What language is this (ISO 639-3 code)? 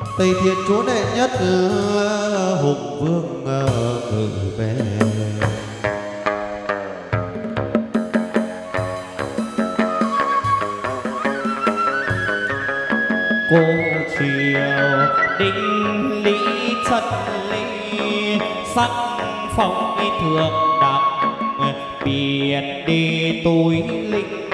vie